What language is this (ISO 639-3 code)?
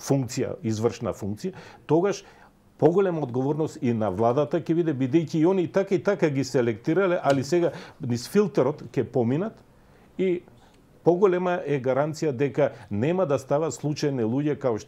mkd